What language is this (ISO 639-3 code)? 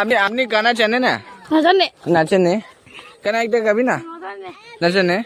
nag